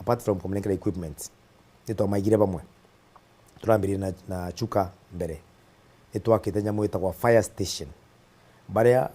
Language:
Meru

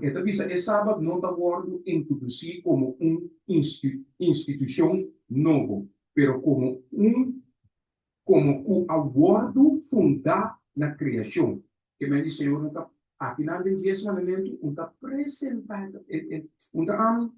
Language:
Papiamento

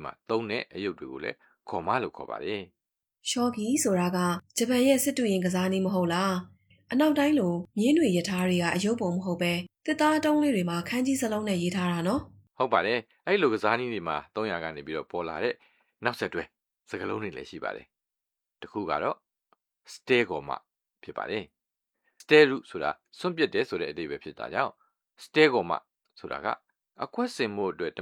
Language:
Burmese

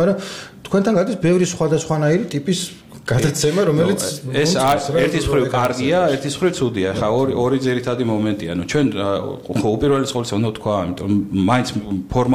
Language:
Georgian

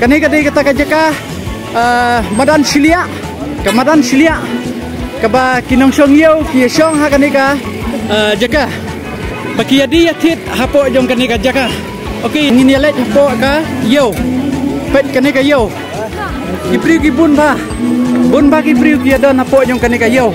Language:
Khasi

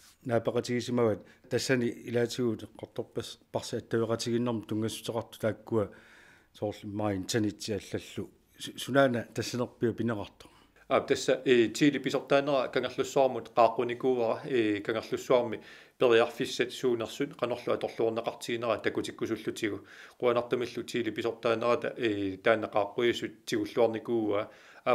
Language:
Kalaallisut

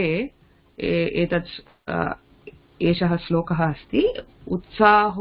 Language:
Sanskrit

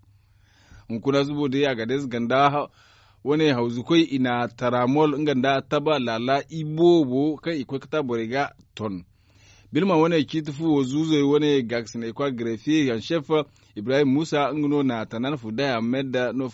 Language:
Zarma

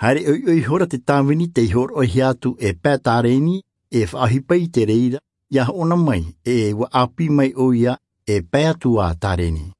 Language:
Tahitian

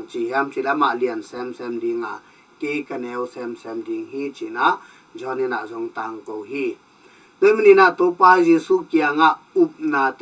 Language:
Tedim Chin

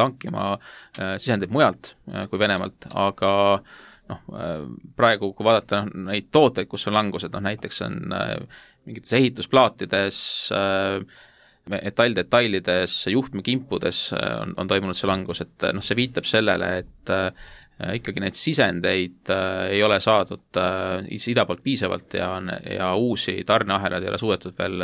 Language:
Estonian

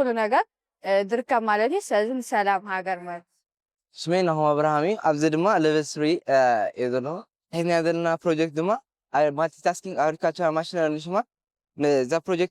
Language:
Tigrinya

